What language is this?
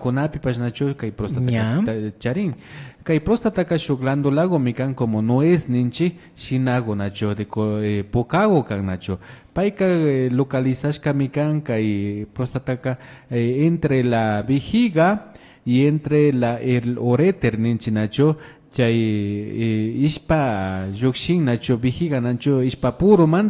Imbabura Highland Quichua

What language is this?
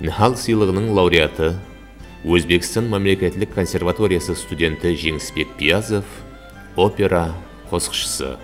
Kara-Kalpak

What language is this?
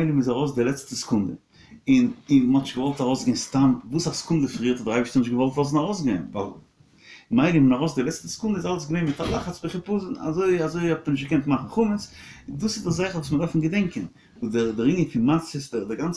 Yiddish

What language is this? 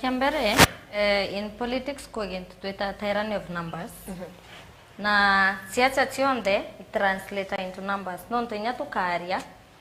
Meru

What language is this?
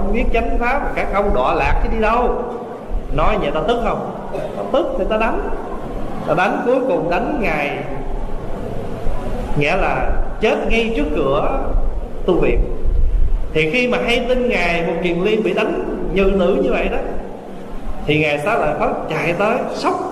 Vietnamese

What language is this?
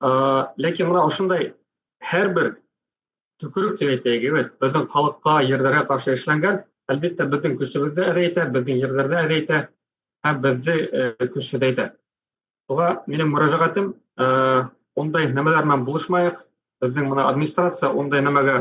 Bashkir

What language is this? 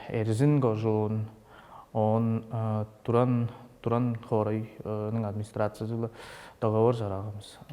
Tuvinian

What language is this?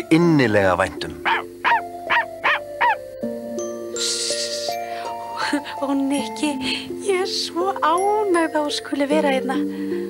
Icelandic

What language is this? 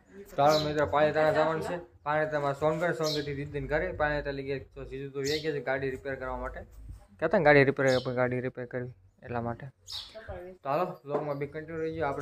Gujarati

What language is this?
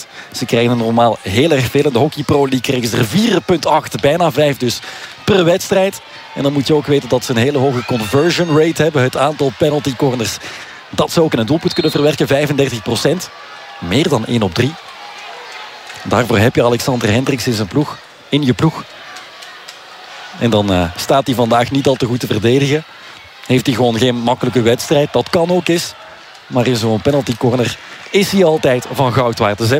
Dutch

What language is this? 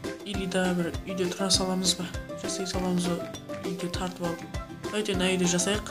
Kara-Kalpak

